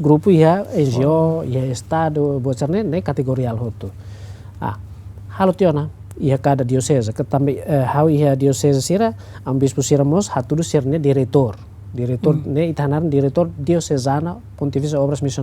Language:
Tetum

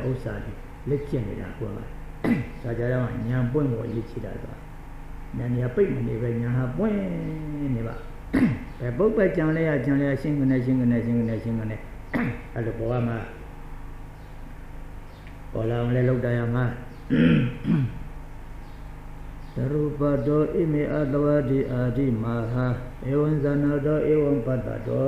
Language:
Burmese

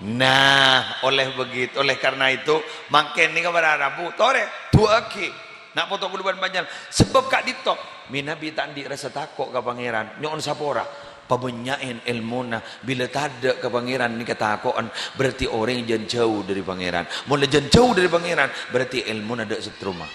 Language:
Madurese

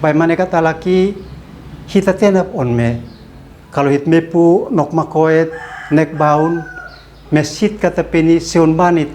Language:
Uab Meto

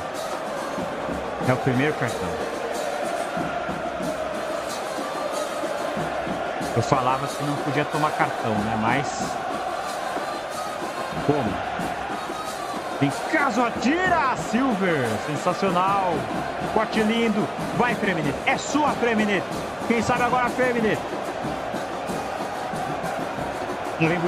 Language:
Portuguese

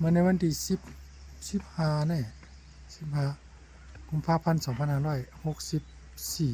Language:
Shan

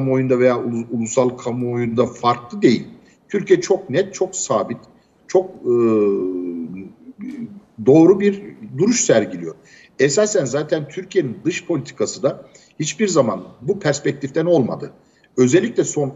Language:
Turkish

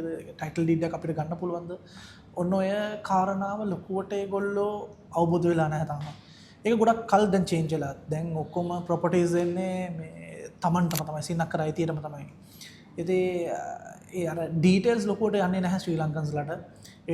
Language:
Sinhala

